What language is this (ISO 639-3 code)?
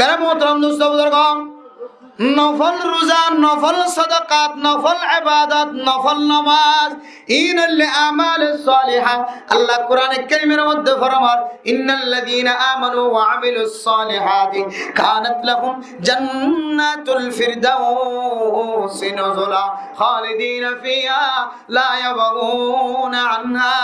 rhg